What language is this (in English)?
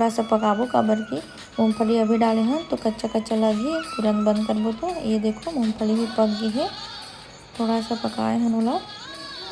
Chhattisgarhi